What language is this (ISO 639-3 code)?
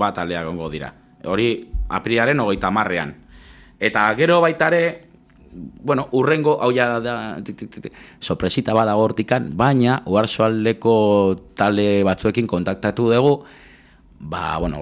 eus